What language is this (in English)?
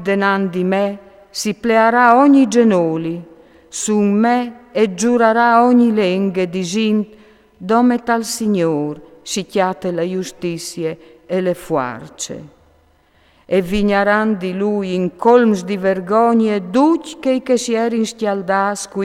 Friulian